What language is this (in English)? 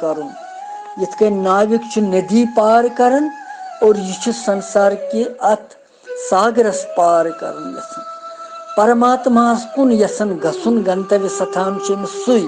Kashmiri